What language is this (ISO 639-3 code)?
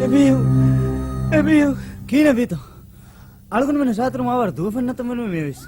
div